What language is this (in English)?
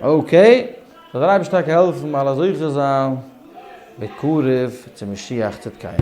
Yiddish